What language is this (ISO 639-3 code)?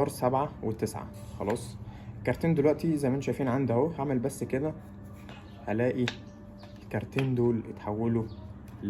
arz